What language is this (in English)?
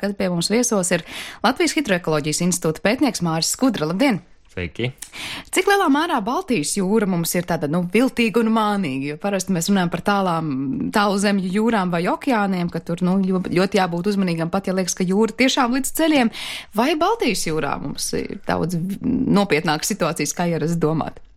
Latvian